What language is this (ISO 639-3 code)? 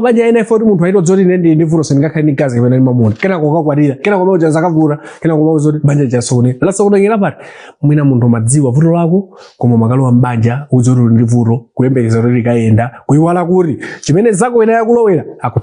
nya